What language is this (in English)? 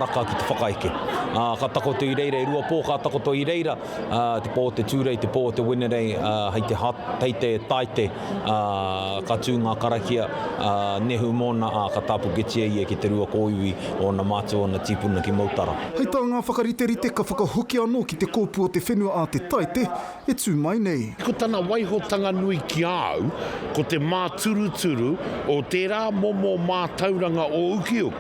Māori